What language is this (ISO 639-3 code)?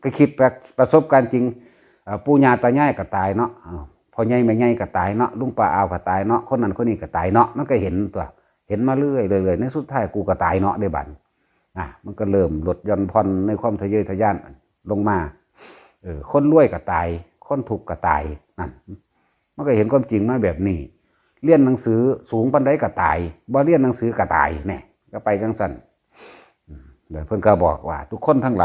tts